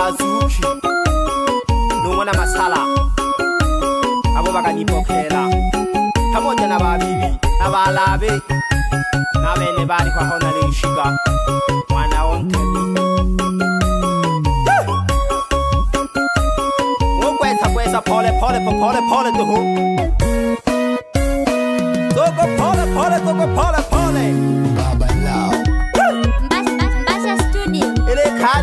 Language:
Swahili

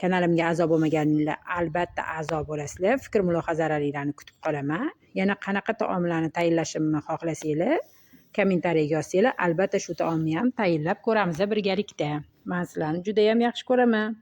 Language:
Uzbek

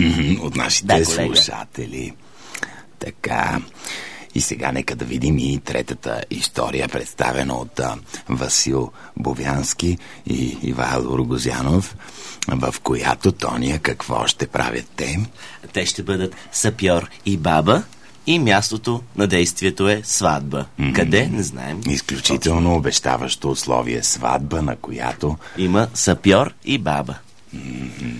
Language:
Bulgarian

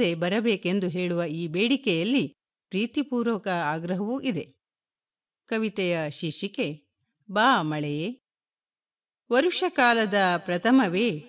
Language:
Kannada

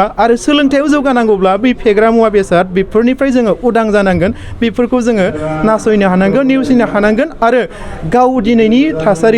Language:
Bodo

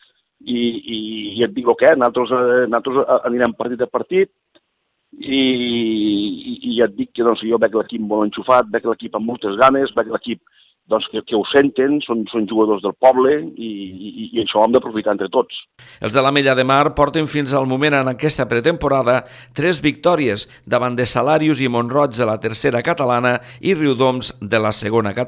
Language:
Catalan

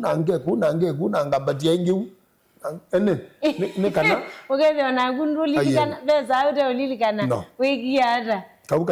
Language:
Kamba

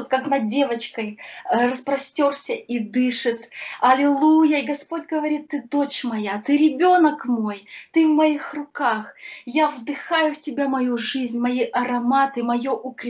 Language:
Russian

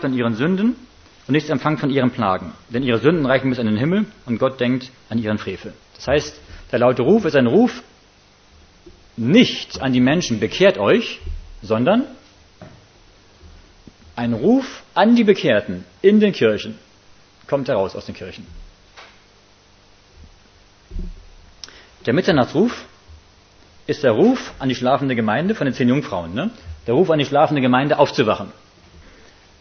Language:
German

